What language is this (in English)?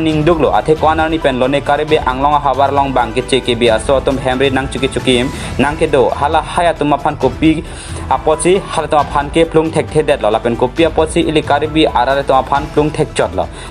Karbi